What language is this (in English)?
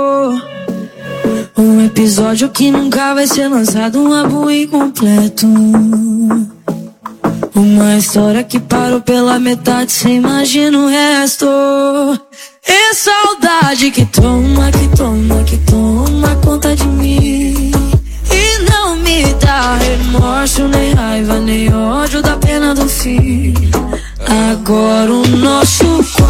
Portuguese